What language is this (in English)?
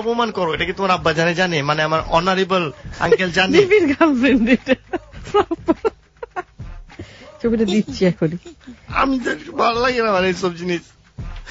Bangla